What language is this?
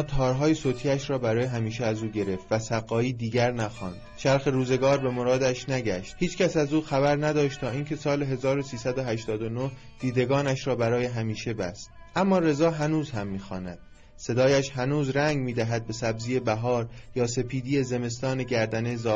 Persian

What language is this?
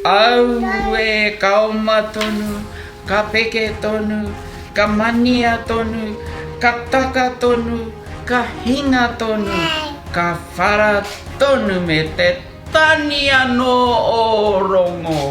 Māori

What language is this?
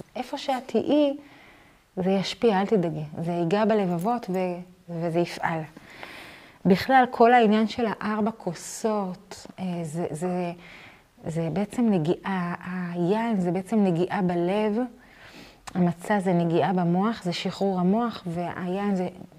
Hebrew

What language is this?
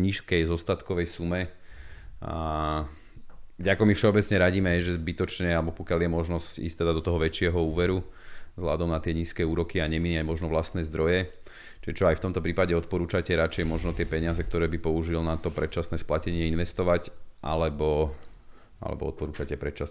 Slovak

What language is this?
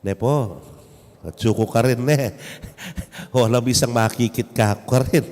Pampanga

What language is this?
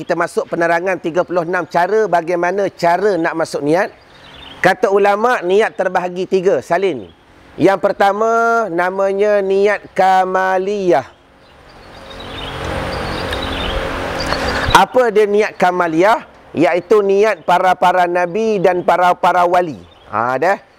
Malay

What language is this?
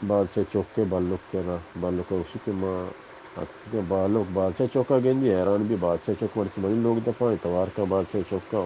Baluchi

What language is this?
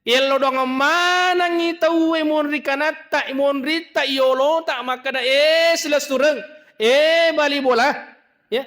Buginese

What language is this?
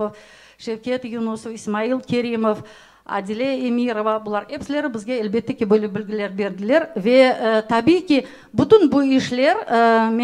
Crimean Tatar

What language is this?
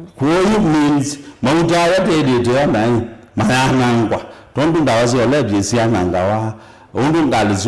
Kamba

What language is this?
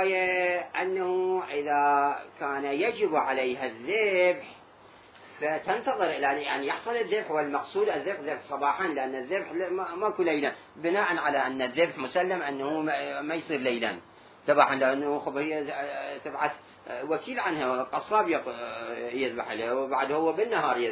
Mesopotamian Arabic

